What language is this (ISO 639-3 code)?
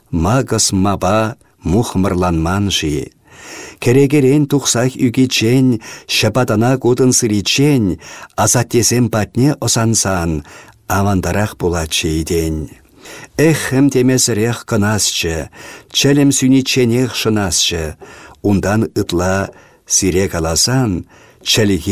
chv